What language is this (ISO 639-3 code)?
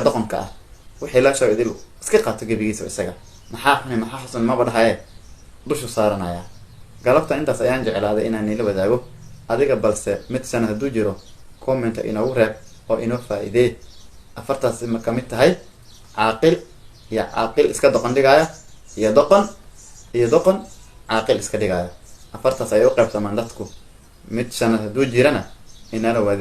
som